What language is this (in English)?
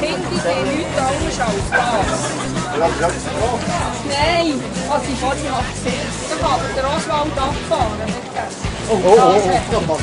Swiss German